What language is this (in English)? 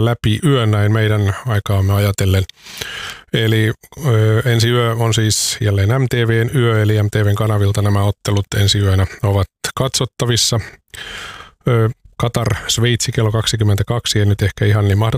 Finnish